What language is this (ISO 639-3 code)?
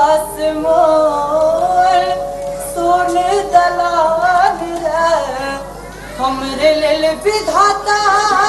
mai